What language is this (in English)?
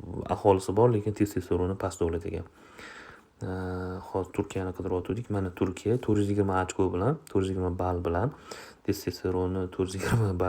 Uzbek